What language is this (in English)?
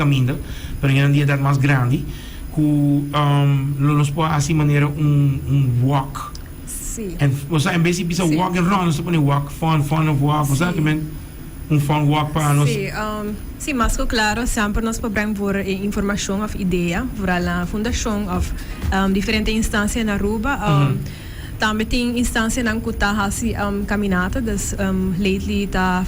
Papiamento